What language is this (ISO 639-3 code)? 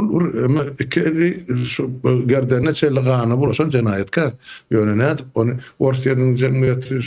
tuk